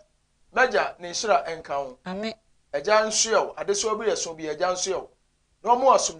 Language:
Akan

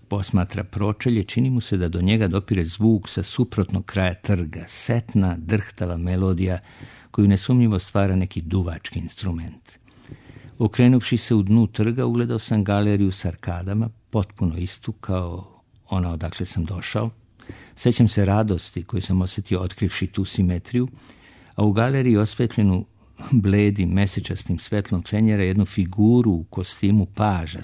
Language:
Serbian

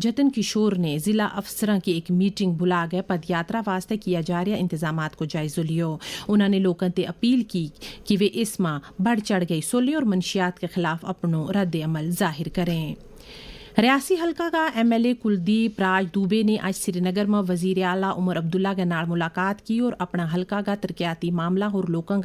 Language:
Gujari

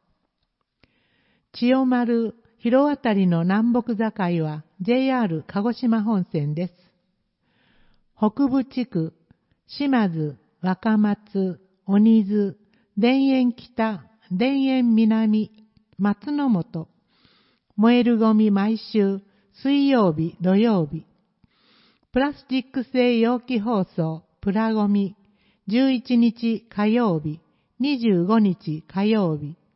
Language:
Japanese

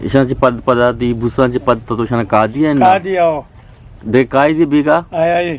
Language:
Eastern Balochi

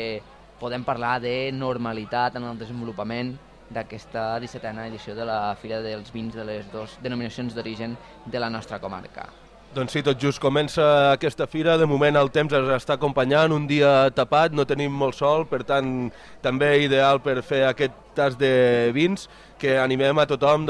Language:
Catalan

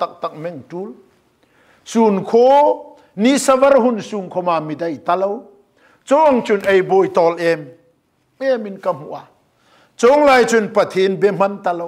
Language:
Hmar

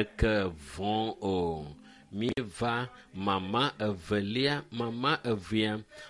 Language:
Ewe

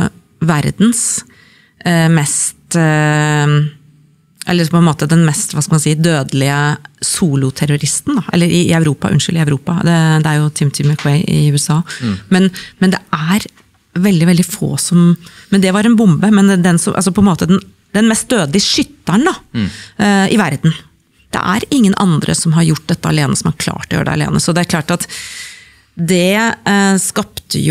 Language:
Norwegian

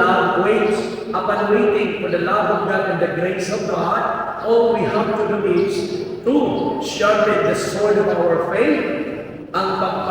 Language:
Cebuano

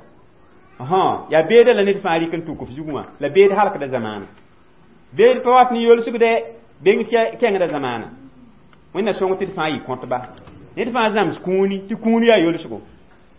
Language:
Mossi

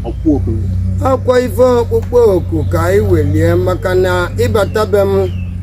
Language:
Igbo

